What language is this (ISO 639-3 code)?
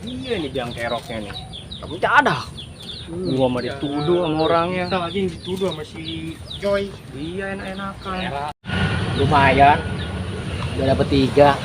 bew